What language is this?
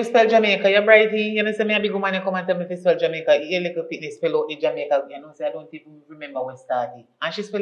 Jamaican Creole English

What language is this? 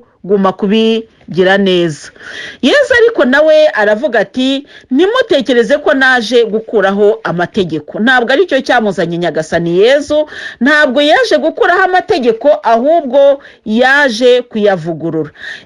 Kinyarwanda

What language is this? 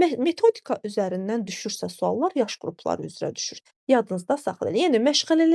Azerbaijani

